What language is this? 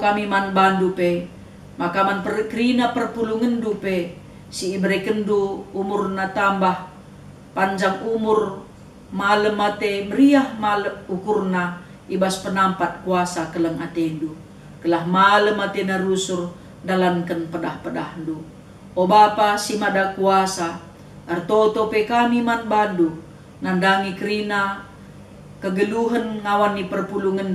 Batak Karo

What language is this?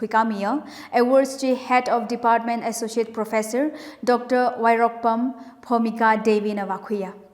Tangkhul Naga (India)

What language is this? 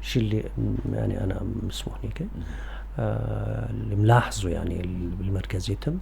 North Levantine Arabic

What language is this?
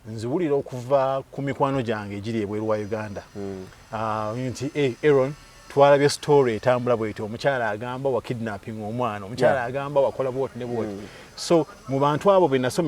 Ganda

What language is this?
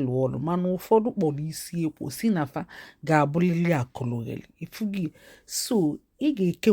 Igbo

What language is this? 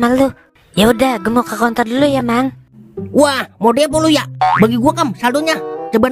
Betawi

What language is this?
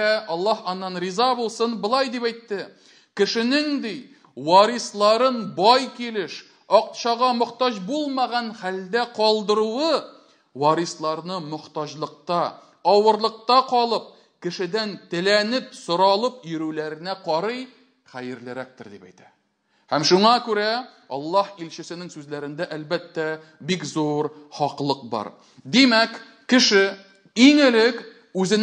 Tatar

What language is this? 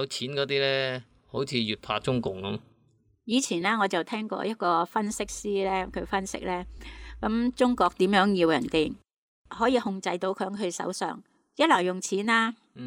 Cantonese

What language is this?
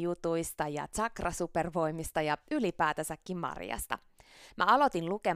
Finnish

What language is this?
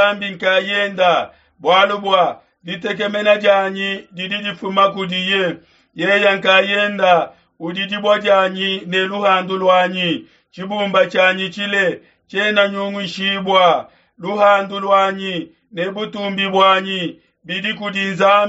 Luba-Lulua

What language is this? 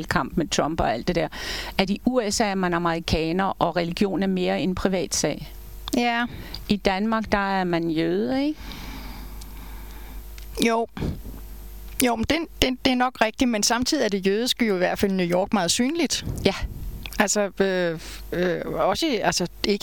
Danish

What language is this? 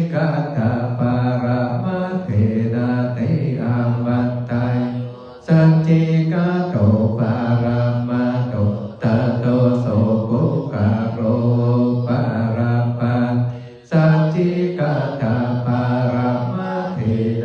Pali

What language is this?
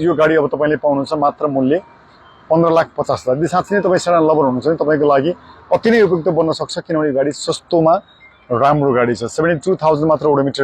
Nepali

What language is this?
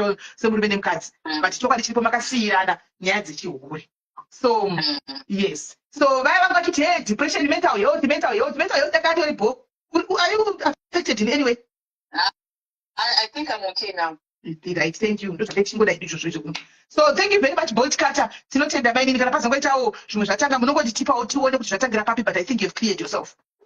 Shona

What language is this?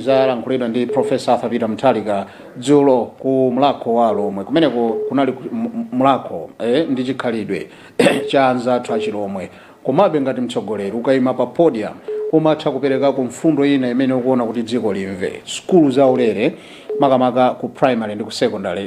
Nyanja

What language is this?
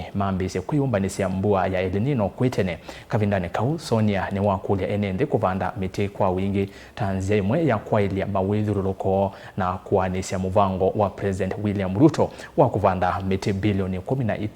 Kamba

